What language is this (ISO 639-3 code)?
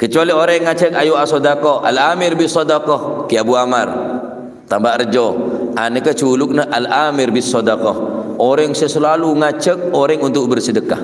mad